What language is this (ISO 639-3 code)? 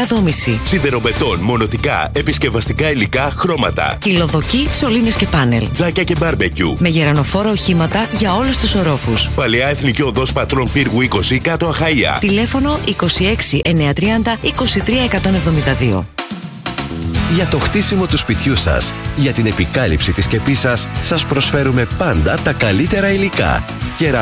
ell